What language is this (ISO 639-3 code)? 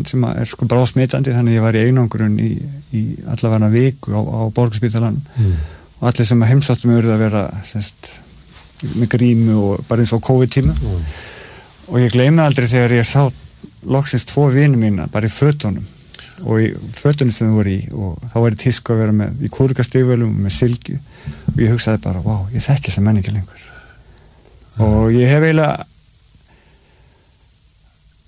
isl